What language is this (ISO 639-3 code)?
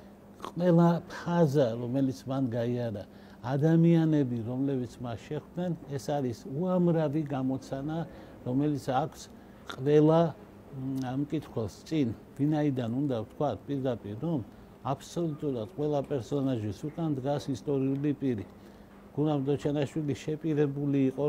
kat